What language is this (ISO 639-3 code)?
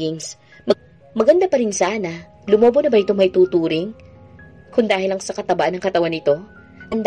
fil